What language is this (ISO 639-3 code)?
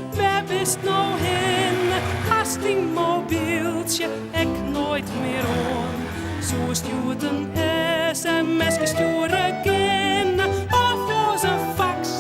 fry